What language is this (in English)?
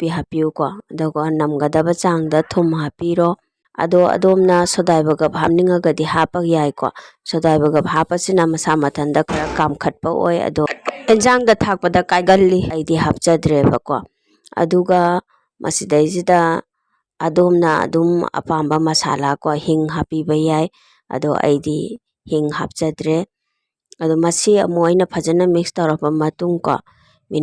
Manipuri